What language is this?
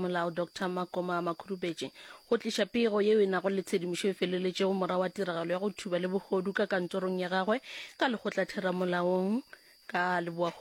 Northern Sotho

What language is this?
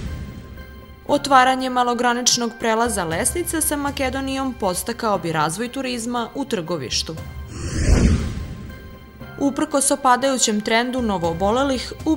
Serbian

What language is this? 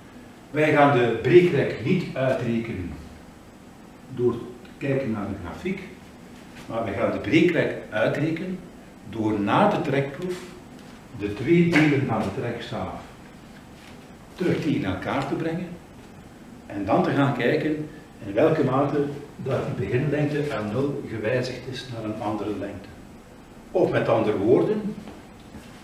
Dutch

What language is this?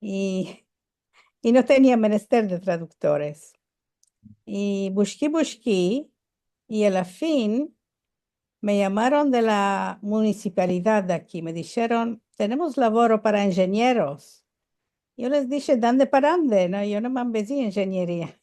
Ladino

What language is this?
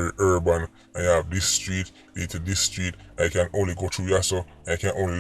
Jamaican Creole English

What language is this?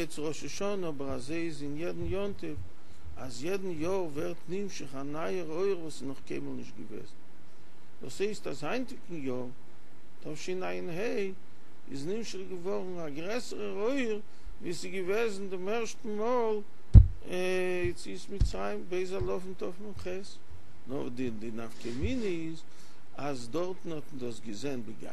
Yiddish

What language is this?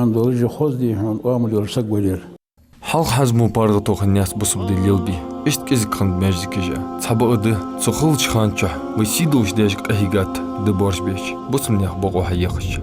Ingush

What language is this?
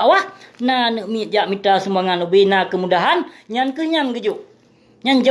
Achinese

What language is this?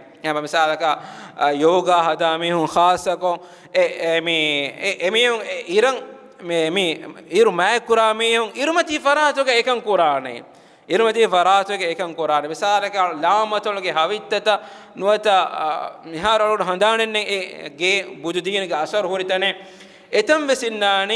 Divehi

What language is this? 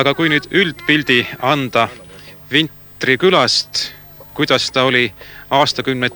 Estonian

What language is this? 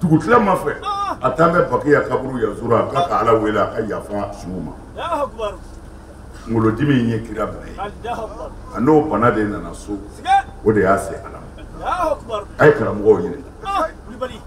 Bambara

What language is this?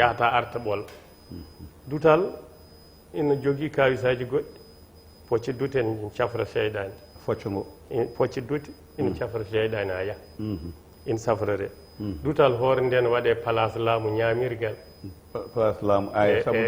Fula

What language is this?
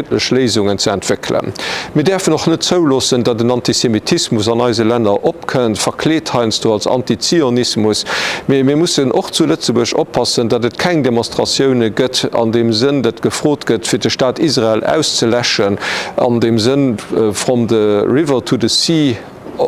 Luxembourgish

